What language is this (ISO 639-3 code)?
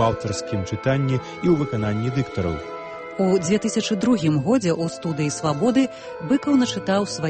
bel